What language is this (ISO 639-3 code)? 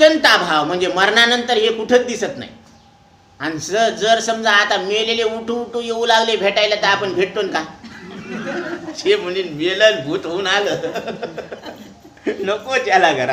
mar